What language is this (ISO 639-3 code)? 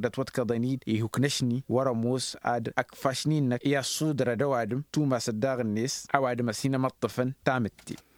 taq